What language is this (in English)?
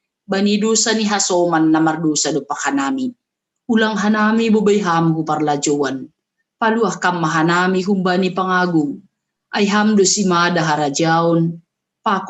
Batak Simalungun